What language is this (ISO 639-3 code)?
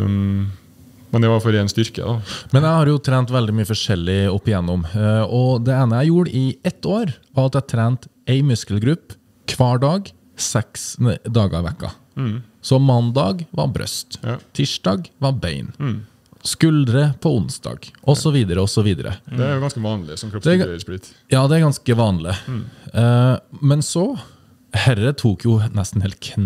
nor